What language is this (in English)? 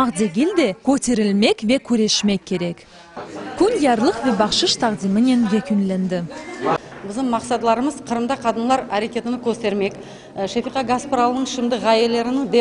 Crimean Tatar